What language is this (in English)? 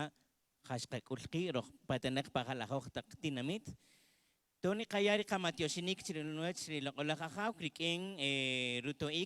Kaqchikel